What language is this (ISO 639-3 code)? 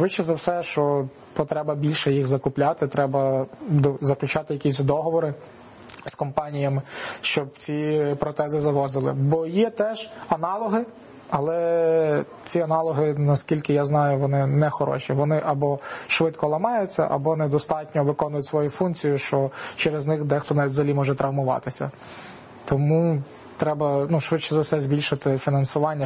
ukr